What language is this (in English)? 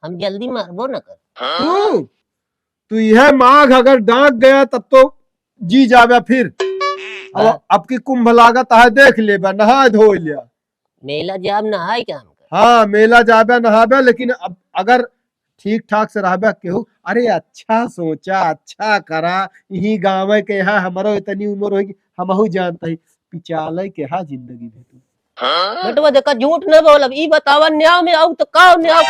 Awadhi